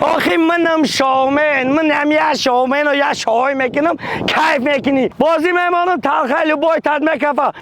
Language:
Tajik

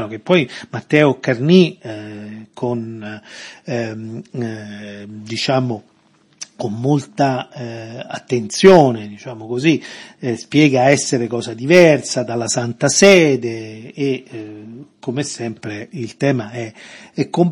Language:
Italian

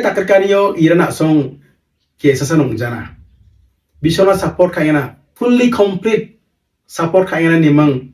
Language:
Garo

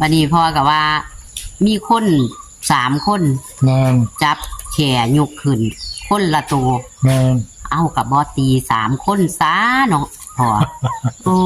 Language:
Northeastern Thai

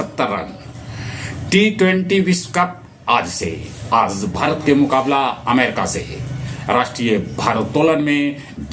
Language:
Magahi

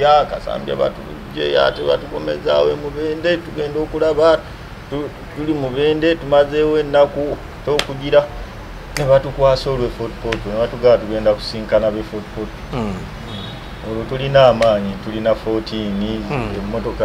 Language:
Ganda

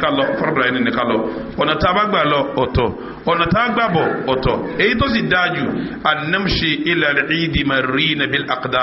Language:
Yoruba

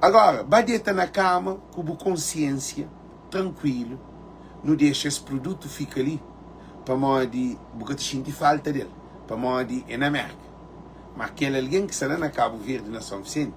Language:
Kabuverdianu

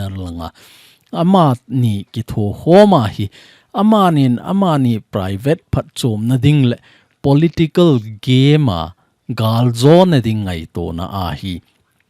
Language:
Thado Chin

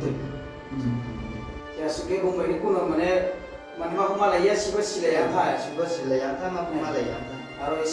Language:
Riang (India)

